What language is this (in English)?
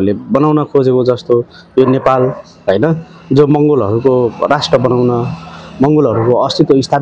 Nepali